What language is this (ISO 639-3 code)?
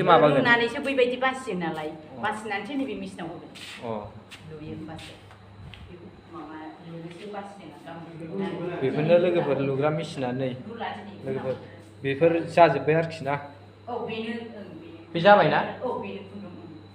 brx